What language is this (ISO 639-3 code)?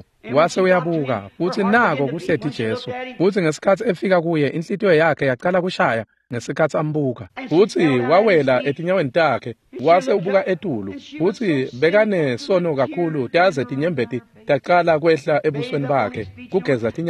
ssw